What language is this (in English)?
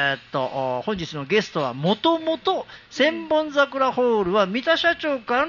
Japanese